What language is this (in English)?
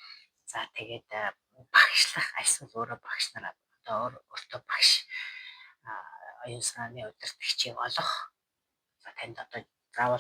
Mongolian